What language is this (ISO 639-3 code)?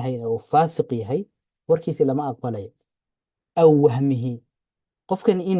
som